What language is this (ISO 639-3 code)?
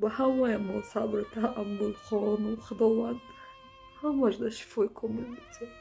tgk